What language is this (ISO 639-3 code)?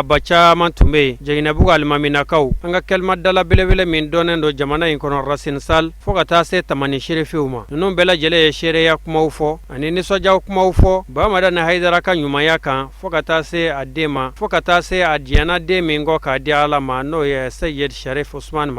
bam